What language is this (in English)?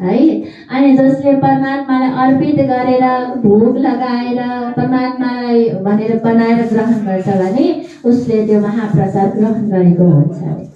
Nepali